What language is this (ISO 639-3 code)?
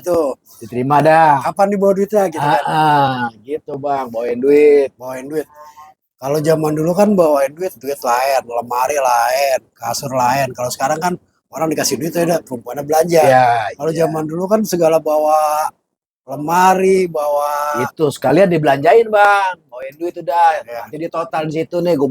bew